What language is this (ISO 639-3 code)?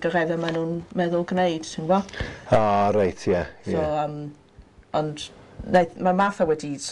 cym